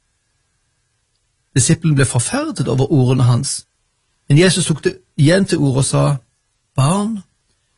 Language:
Norwegian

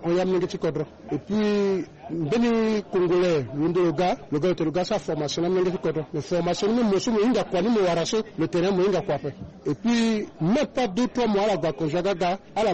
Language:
Sango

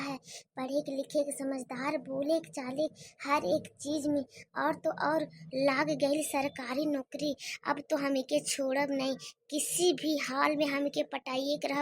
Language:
Bhojpuri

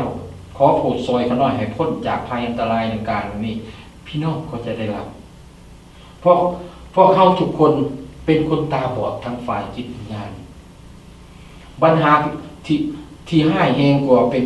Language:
Lao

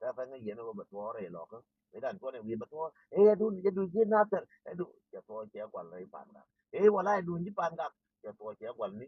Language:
Nuer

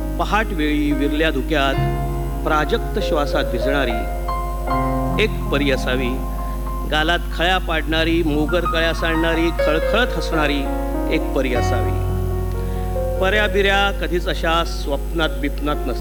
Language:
Marathi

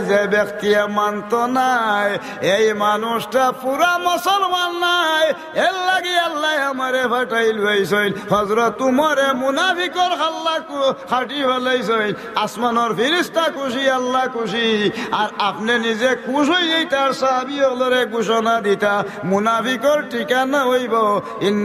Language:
Sylheti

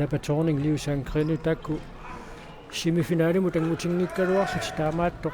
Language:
Kalaallisut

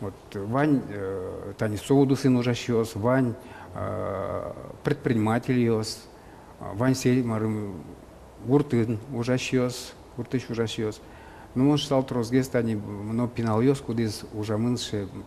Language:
Udmurt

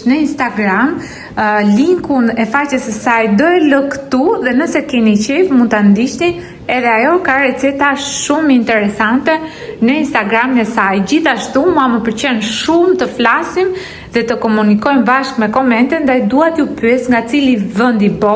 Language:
Albanian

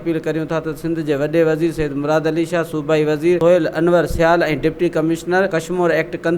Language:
Sindhi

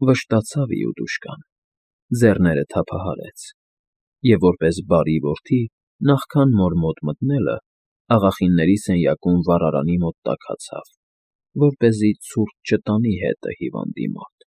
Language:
Armenian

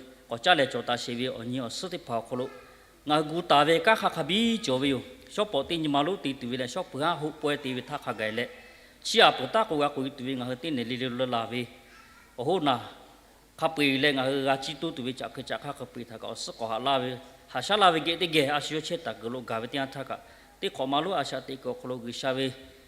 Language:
Lahu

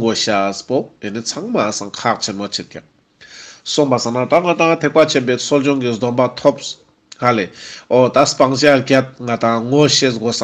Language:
Ladakhi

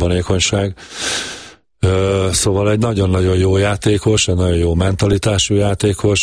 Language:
Hungarian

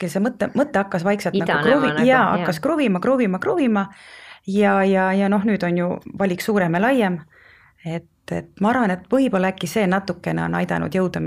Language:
Estonian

